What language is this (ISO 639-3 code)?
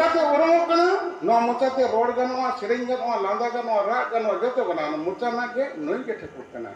sat